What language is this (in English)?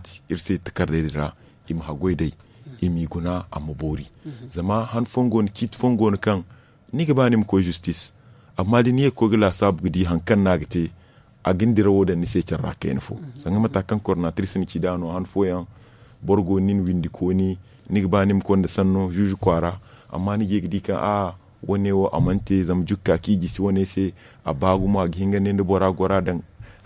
Zarma